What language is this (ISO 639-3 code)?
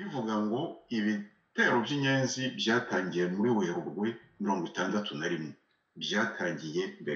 kin